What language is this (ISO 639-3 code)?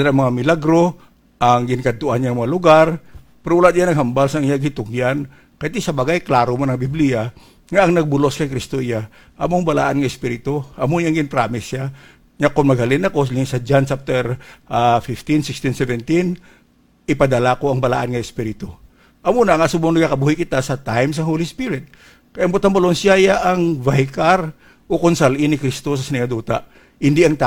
hil